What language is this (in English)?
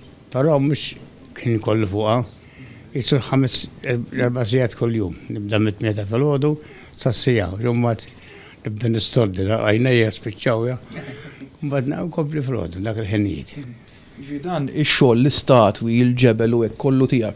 Maltese